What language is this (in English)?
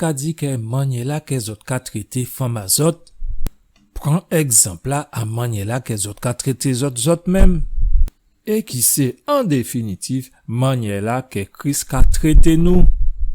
Guadeloupean Creole French